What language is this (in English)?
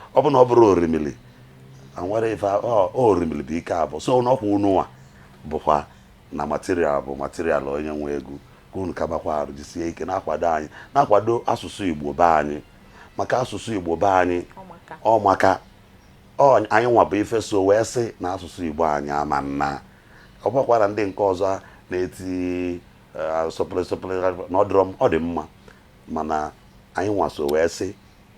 Igbo